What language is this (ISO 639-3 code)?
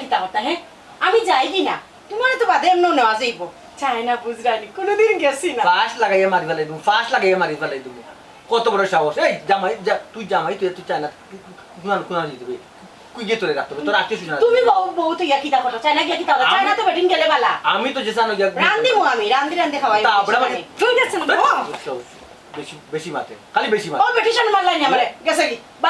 syl